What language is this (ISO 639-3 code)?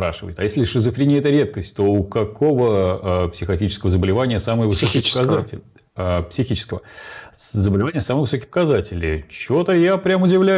rus